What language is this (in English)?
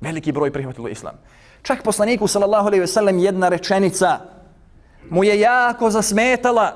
Bosnian